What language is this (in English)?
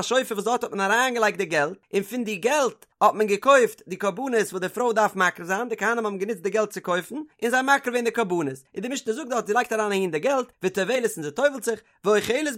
Yiddish